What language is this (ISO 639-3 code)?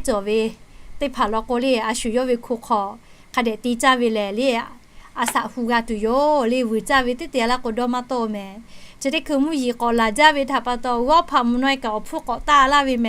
lhu